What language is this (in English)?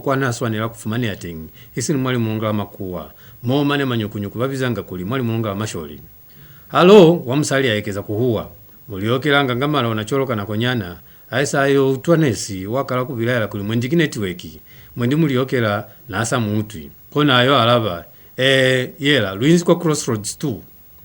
Lozi